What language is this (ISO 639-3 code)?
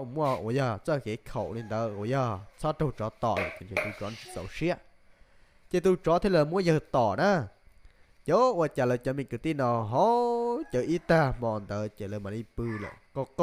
hmn